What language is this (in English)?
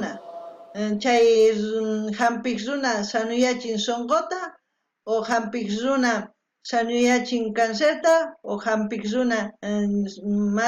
South Bolivian Quechua